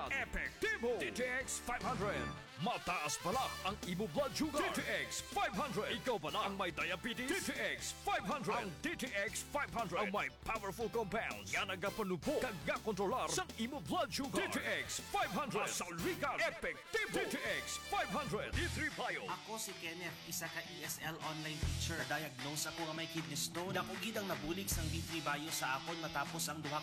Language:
Hiligaynon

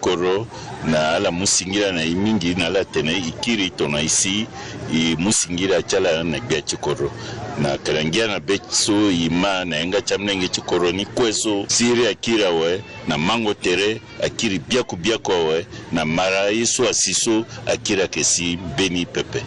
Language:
Sango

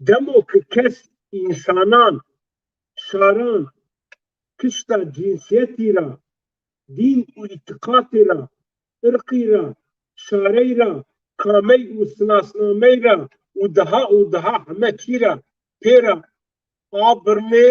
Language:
Zaza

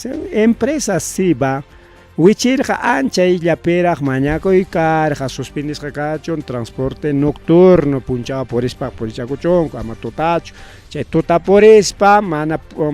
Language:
Ayacucho Quechua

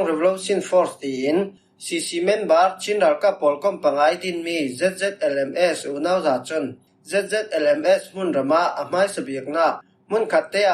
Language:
Falam Chin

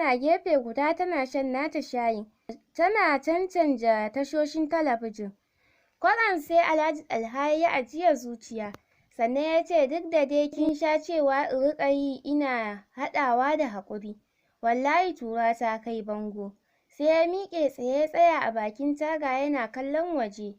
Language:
Hausa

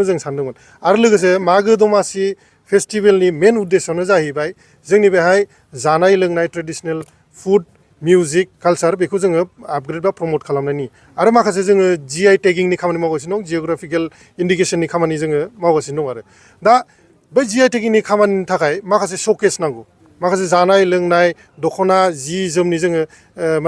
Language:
Bodo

